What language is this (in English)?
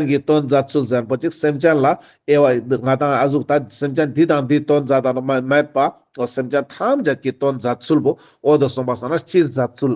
Ladakhi